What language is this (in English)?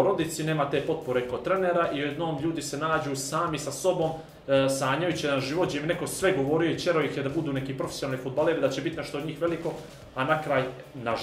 Bosnian